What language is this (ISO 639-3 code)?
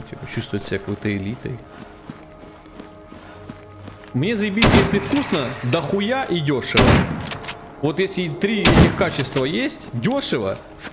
rus